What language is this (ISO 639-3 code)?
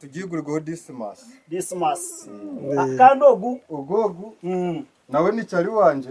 nyn